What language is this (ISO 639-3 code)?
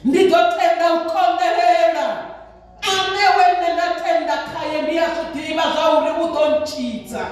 ven